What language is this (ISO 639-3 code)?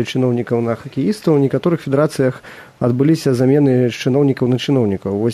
bel